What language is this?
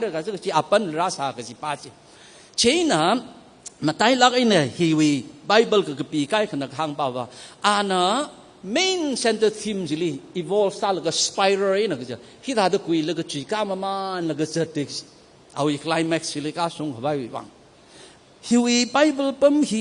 Tangkhul Naga (India)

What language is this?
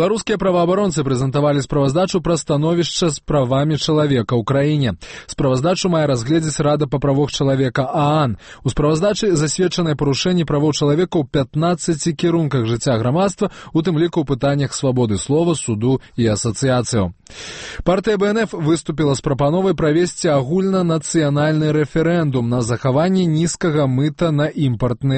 Belarusian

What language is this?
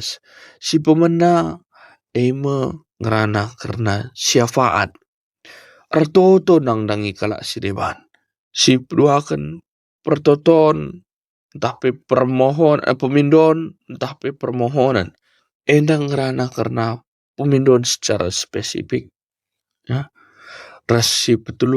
Batak Karo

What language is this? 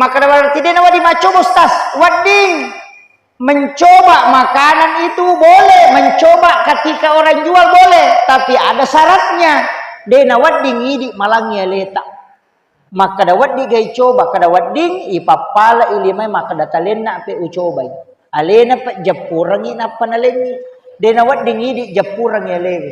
Buginese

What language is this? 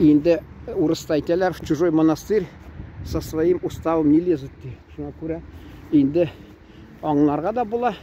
Tatar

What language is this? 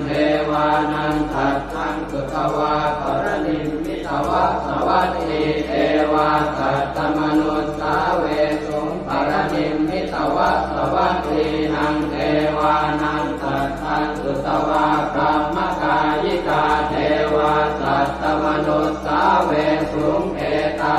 Pali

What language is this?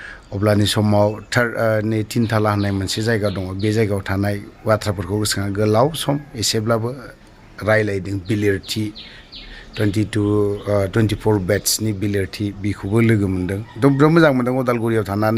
Bodo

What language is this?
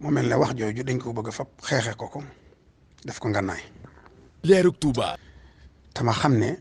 Wolof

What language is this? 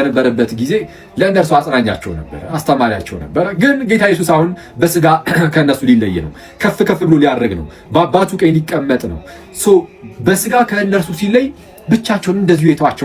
Amharic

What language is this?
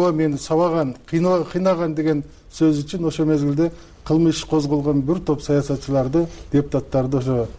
Kyrgyz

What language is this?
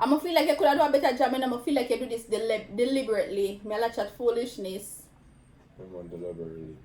Jamaican Creole English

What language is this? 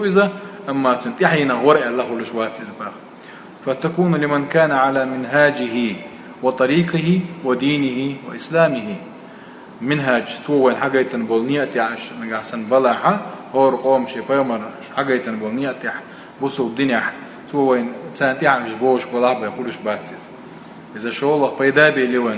Chechen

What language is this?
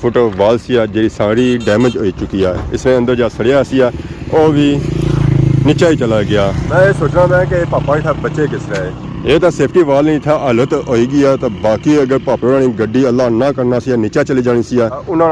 Pahari-Potwari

